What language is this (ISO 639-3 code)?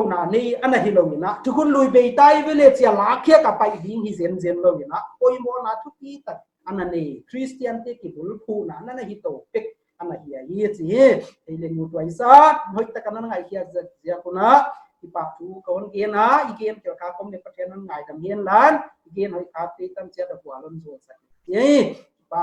pck